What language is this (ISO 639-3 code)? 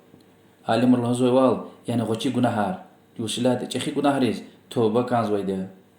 lez